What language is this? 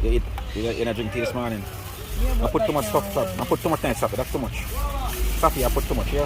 Jamaican Creole English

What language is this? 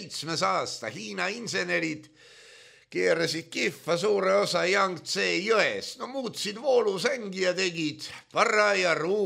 Estonian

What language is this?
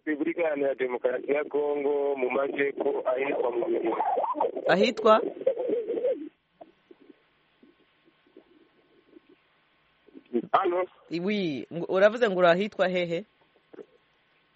Kinyarwanda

